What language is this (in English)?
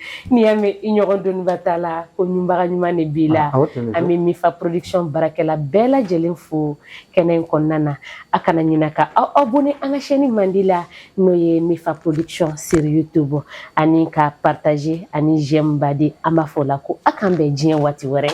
Bambara